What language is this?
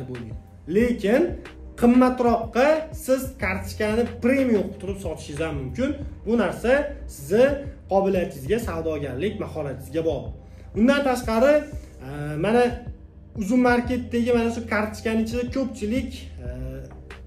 Uzbek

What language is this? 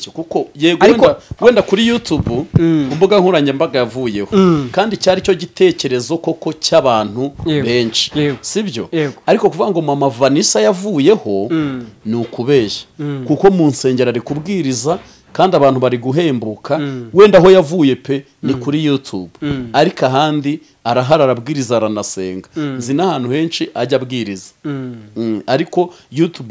Kinyarwanda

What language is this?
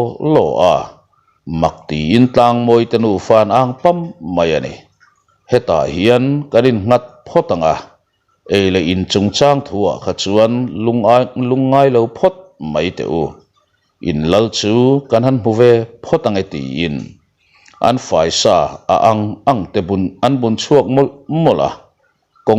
Mizo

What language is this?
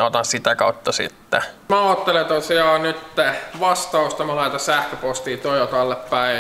Finnish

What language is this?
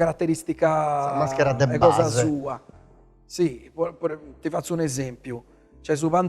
Sardinian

